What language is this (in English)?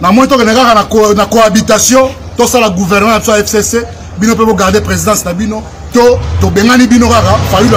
Lingala